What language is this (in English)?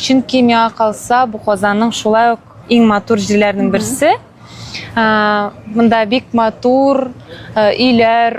Tatar